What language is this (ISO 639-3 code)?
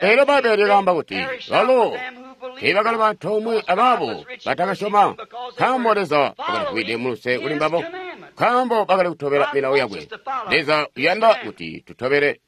toi